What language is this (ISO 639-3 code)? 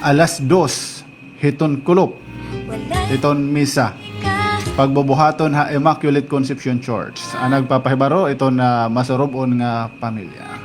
war